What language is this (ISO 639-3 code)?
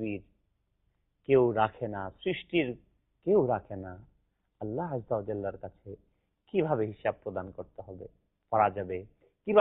ben